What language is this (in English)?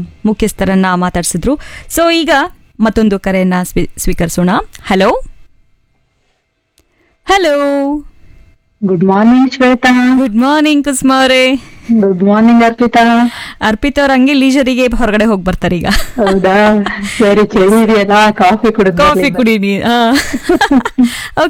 Kannada